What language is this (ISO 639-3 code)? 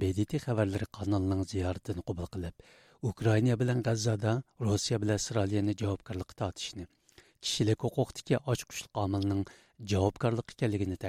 uig